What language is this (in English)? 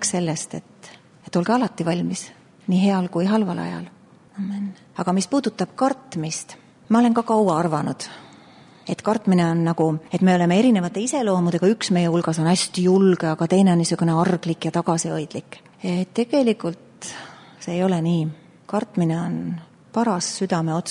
Estonian